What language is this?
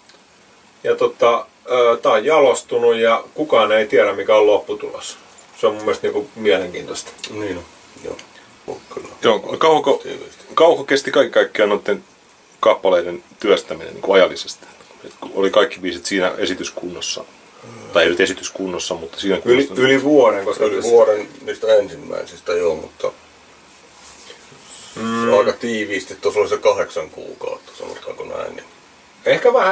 Finnish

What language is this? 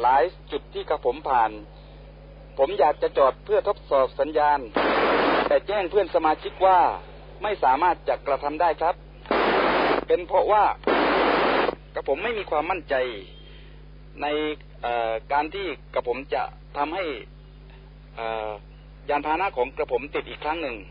Thai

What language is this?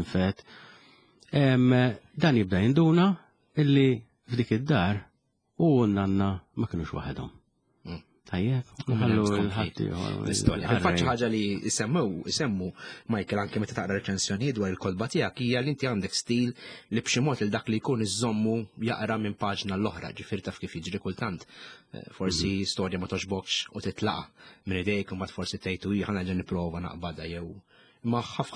Maltese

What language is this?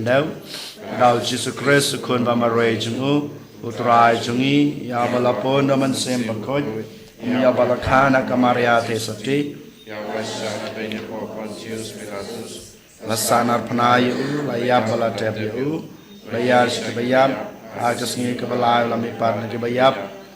Khasi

